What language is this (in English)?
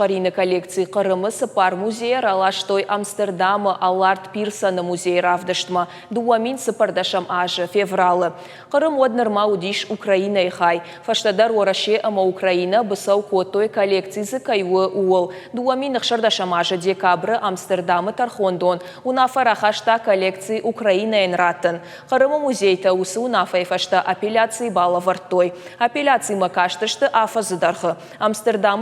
Ossetic